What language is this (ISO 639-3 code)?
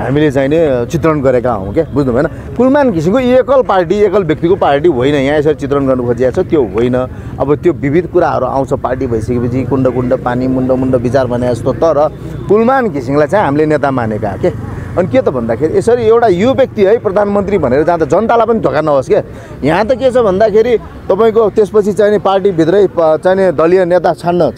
nep